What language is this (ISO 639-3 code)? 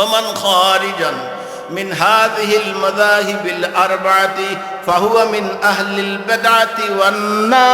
syl